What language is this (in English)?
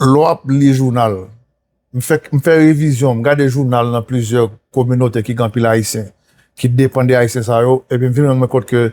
Haitian Creole